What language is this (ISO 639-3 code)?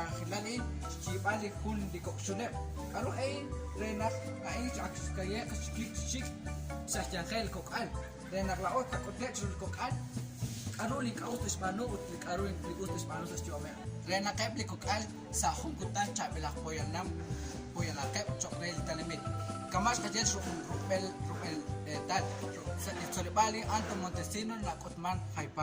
kek